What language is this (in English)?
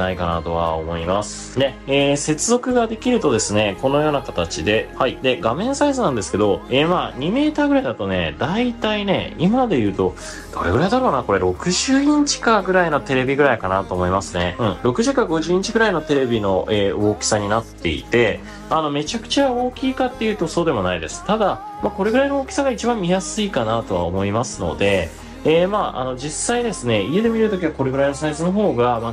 Japanese